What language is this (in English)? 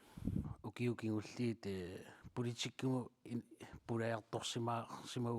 Kalaallisut